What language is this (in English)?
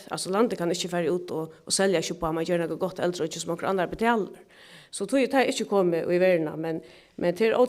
Faroese